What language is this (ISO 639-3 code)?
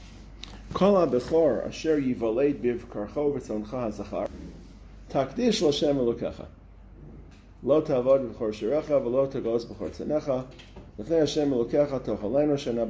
heb